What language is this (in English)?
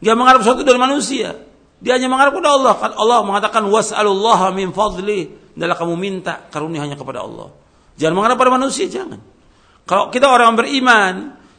Indonesian